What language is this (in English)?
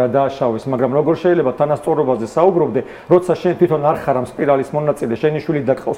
Georgian